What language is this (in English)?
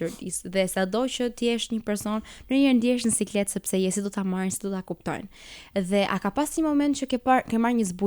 Albanian